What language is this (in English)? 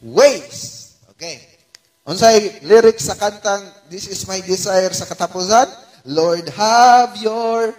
Cebuano